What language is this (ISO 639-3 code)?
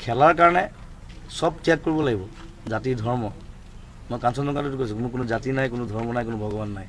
asm